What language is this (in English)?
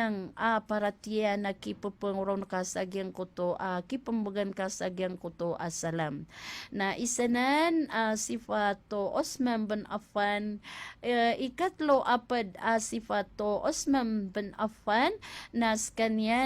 Maranao